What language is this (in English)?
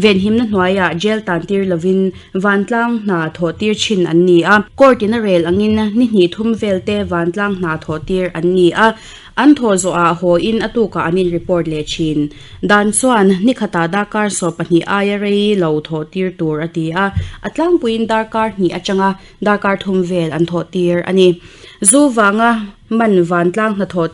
Mizo